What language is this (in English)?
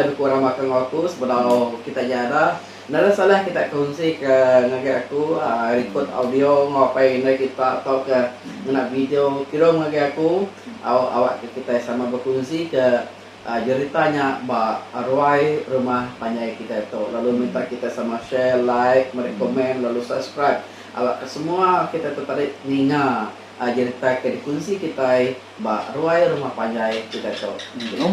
Iban